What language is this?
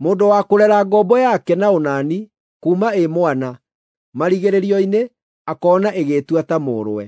Kikuyu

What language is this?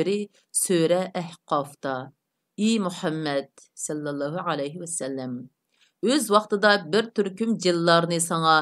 Uyghur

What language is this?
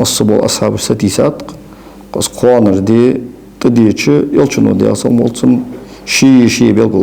Ingush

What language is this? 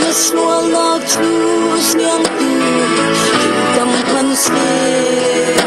Falam Chin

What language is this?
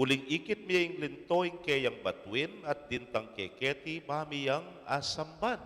Pampanga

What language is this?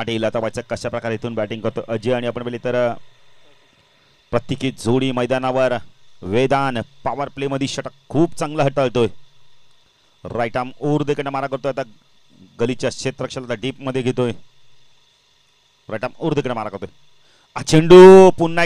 Marathi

